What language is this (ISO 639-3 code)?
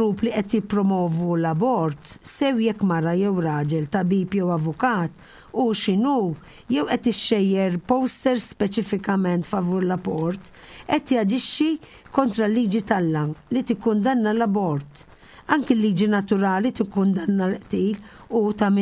mlt